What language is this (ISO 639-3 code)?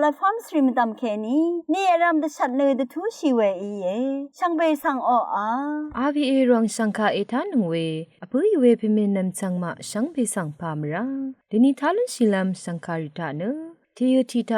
raw